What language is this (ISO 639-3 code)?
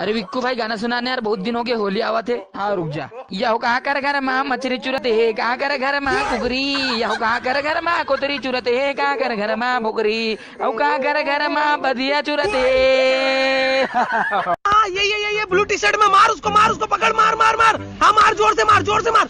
hne